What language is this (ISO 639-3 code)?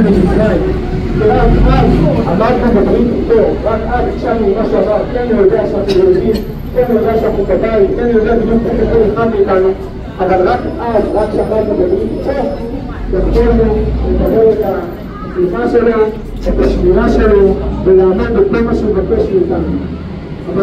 heb